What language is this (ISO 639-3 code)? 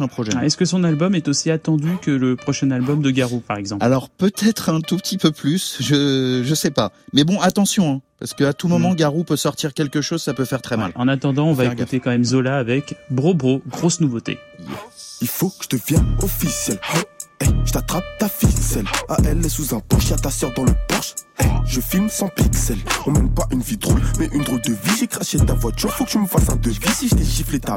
fra